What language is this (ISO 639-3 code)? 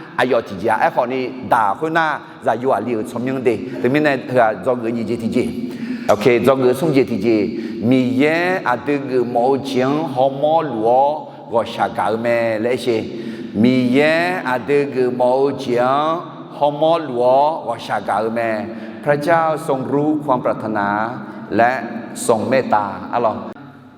ahk